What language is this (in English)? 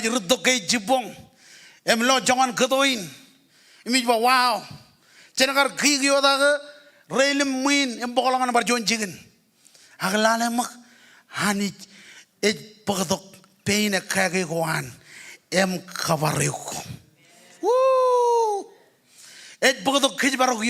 Marshallese